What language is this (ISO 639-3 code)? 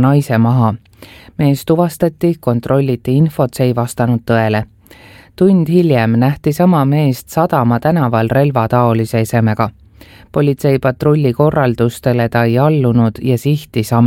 est